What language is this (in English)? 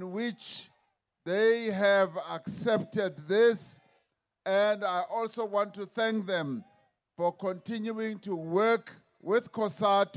English